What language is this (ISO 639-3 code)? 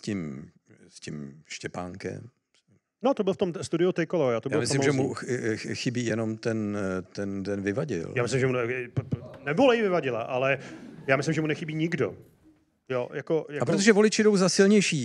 ces